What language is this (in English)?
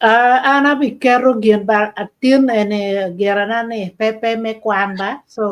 Acoli